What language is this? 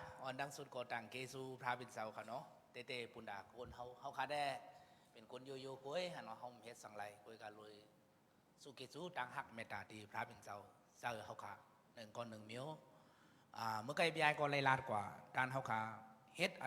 Shan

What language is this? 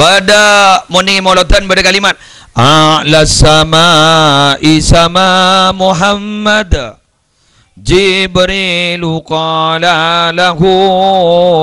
Madurese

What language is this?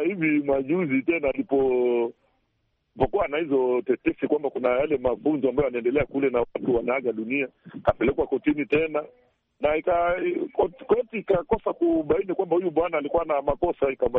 Swahili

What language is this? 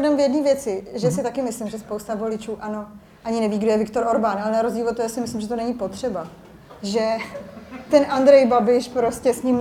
Czech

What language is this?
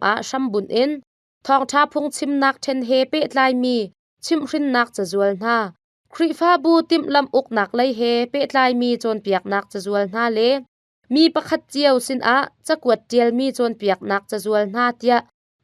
Hakha Chin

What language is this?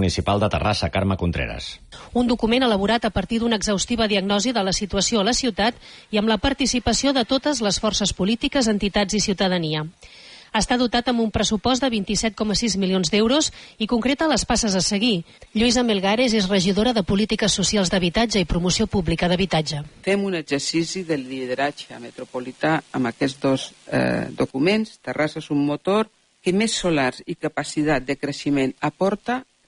Catalan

